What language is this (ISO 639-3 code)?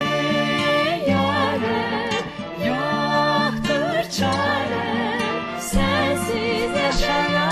azb